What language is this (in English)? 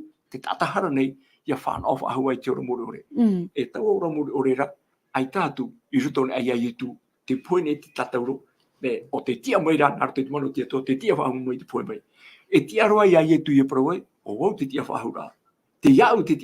Tahitian